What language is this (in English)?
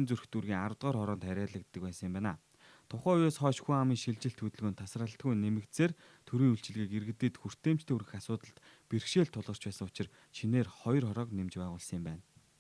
Mongolian